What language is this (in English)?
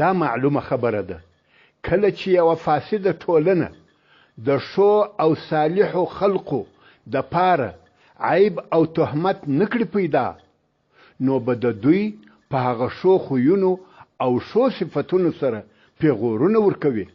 Pashto